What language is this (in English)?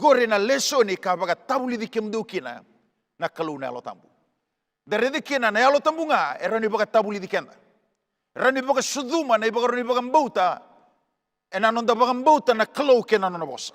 Fijian